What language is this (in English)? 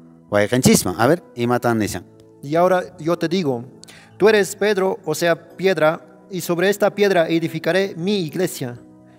Quechua